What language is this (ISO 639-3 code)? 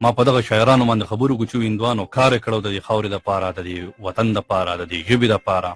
pus